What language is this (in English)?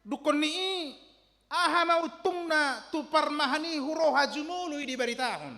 Batak Toba